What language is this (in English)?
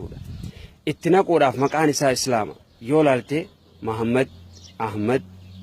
Oromo